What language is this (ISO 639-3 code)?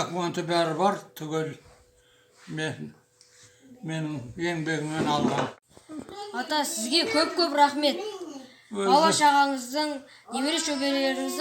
kaz